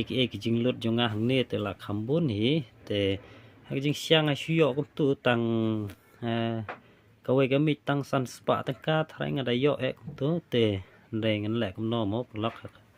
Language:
Khasi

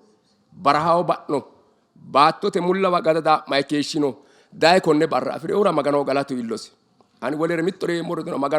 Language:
Sidamo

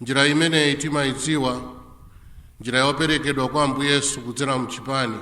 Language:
Nyanja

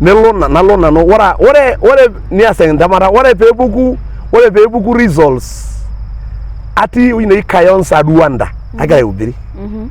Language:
Masai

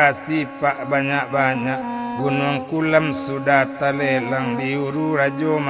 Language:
Minangkabau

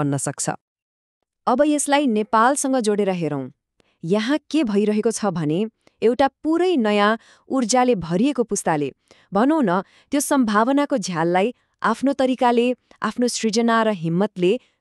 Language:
Nepali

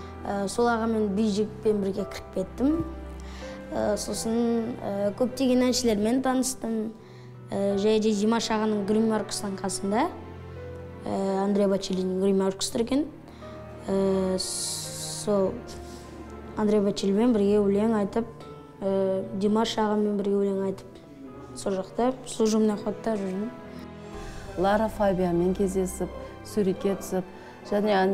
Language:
Kazakh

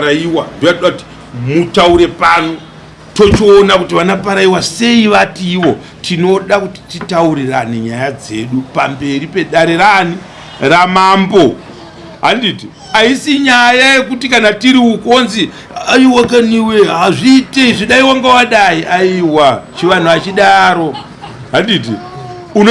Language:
Shona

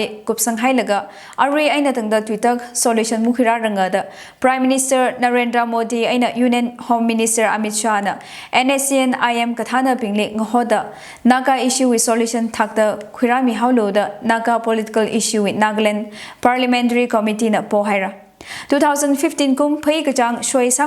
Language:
Tangkhul Naga (India)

